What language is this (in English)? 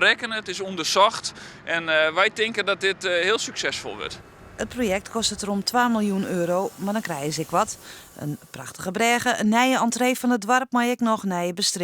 Western Frisian